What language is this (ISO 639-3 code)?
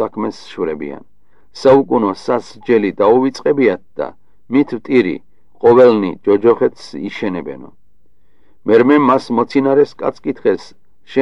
kat